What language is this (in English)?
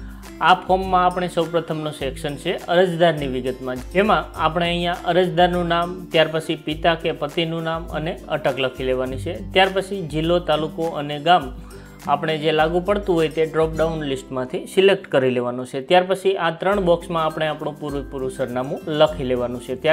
Gujarati